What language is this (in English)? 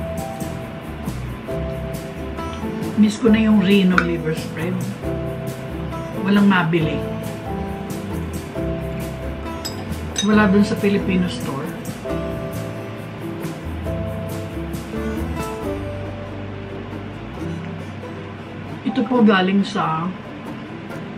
Filipino